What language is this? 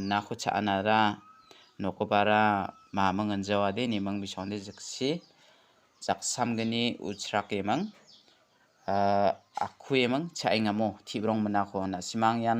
Garo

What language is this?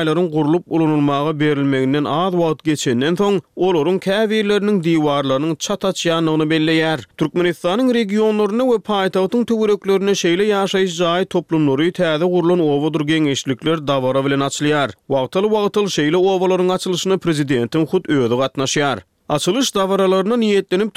Turkmen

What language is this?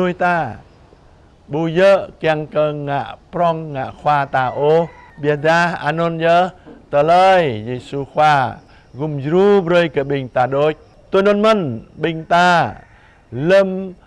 Jarai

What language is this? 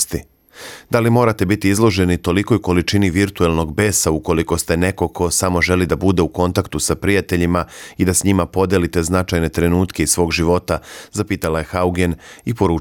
Serbian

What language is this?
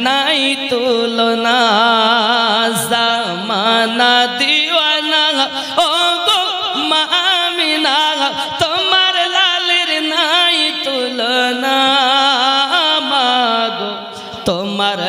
Bangla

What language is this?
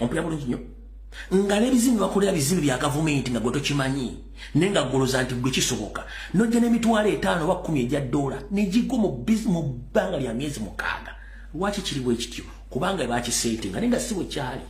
Ganda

